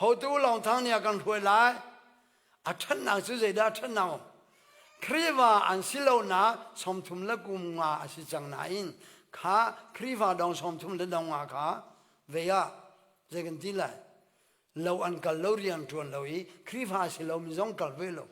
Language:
Hakha Chin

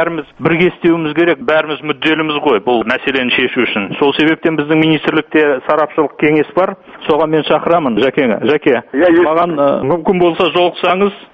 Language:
Kazakh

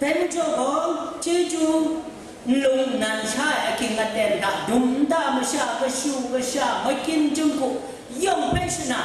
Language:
Kachin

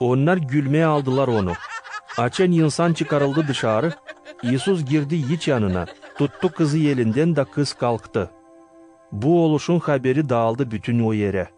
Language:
Gagauz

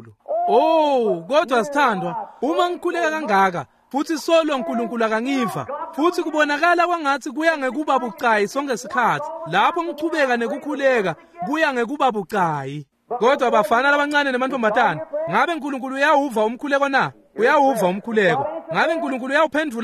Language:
Swati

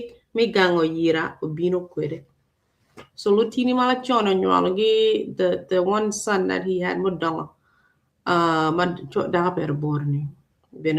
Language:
Acoli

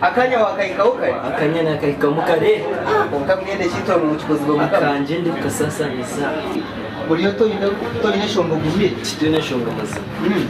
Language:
Nyankole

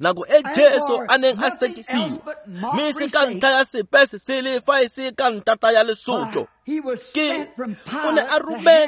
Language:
Tswana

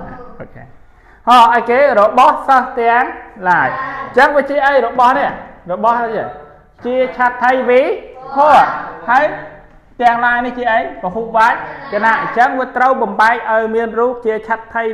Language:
Khmer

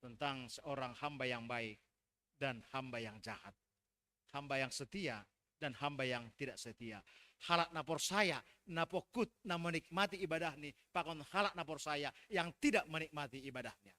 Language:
Batak Simalungun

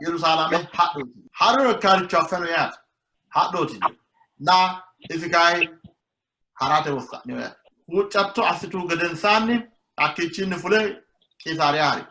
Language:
Sidamo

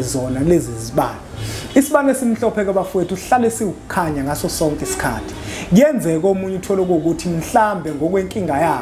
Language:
Zulu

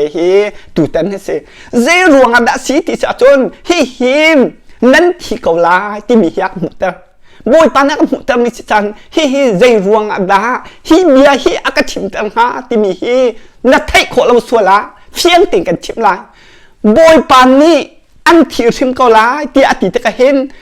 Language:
Hakha Chin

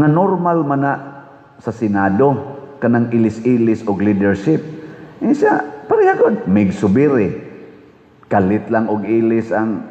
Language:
Cebuano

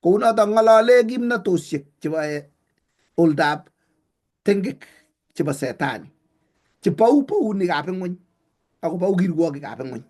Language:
Kalenjin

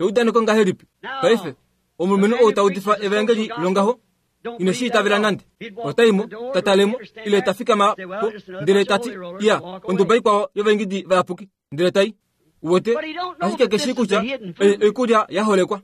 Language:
Kuanyama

